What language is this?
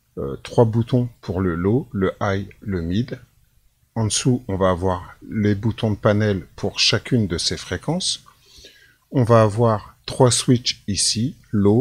French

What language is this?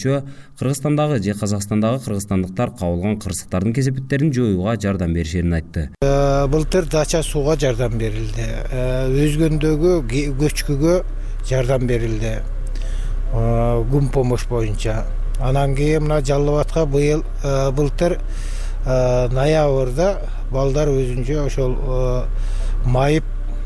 Kyrgyz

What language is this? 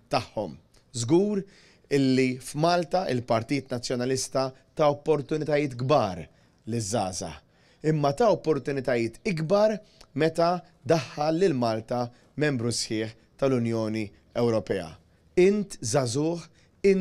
Maltese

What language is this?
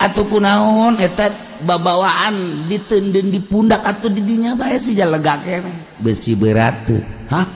Sundanese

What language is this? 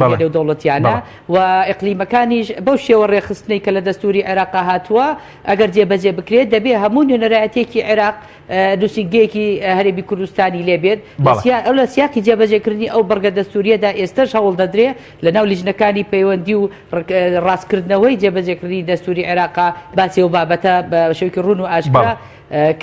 Central Kurdish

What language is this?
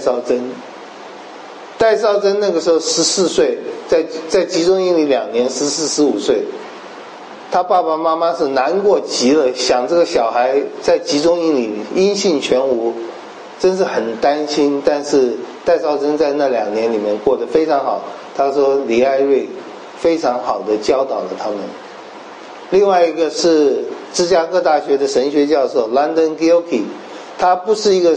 Chinese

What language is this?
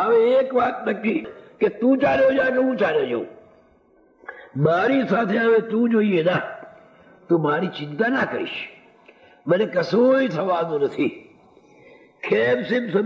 Gujarati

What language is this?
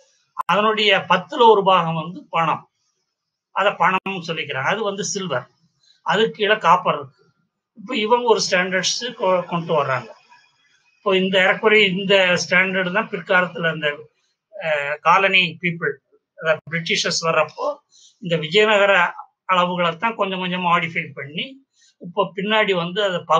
Tamil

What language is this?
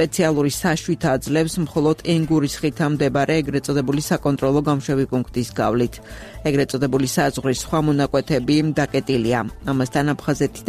Georgian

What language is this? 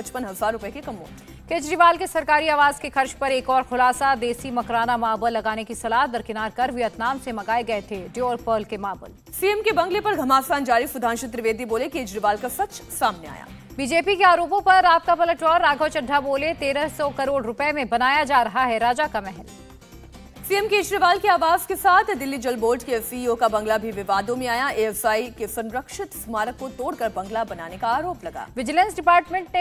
Hindi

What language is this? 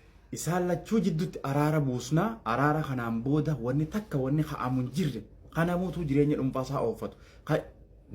Oromo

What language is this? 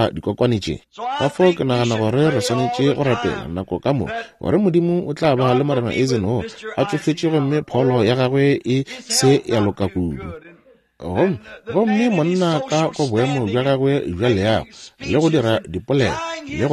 Northern Sotho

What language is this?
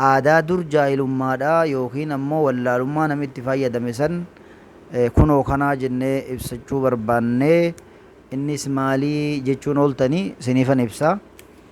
Oromo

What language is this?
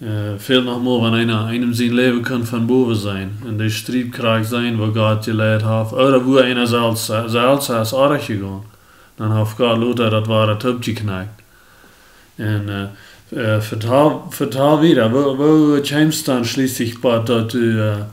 Plautdietsch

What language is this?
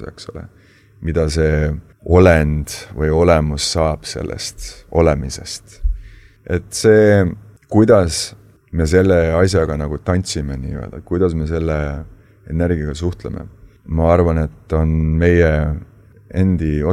Estonian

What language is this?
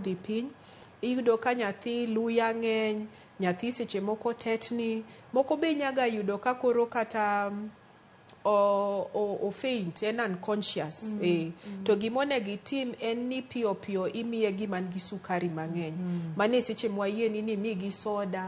Luo (Kenya and Tanzania)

